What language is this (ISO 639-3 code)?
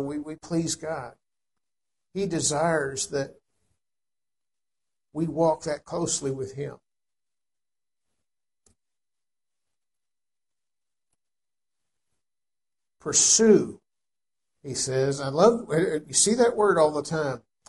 eng